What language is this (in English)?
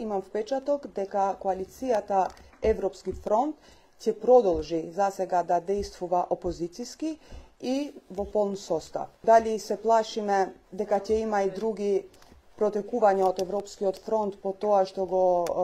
Macedonian